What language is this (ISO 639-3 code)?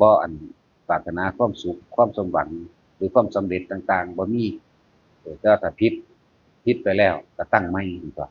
tts